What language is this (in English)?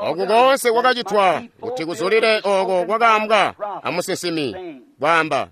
Tonga (Zambia)